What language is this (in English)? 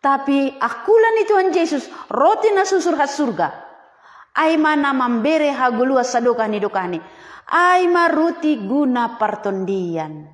Batak Simalungun